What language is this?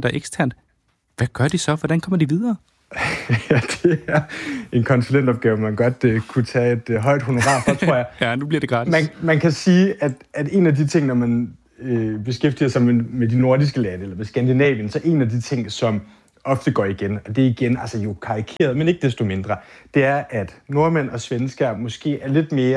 Danish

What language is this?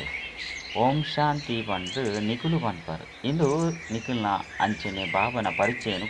Tulu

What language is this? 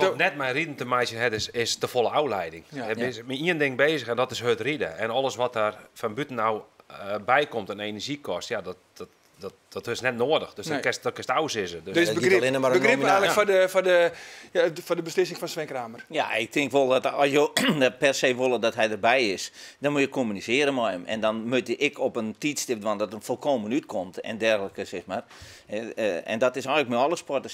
Western Frisian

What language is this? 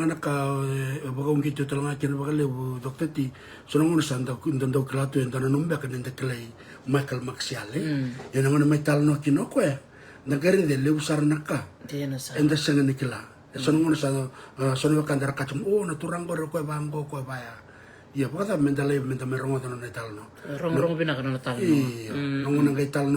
Fijian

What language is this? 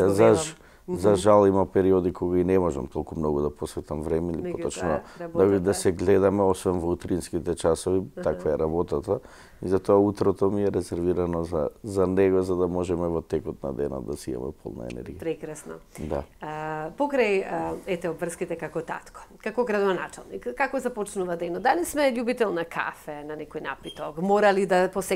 Macedonian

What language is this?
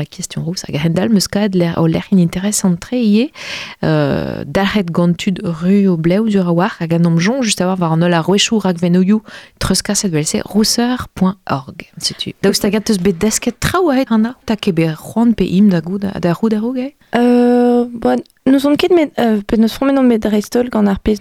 Breton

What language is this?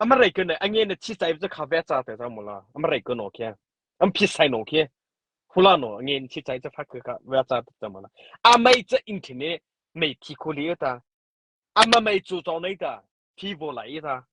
Mara Chin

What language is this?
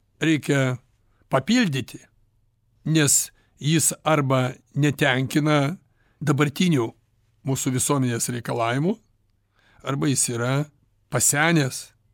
Lithuanian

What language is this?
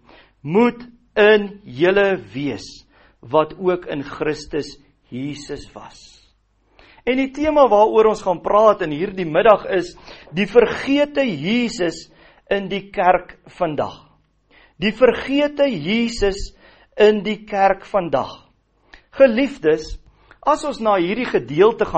Afrikaans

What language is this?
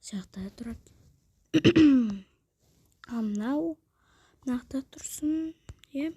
Kazakh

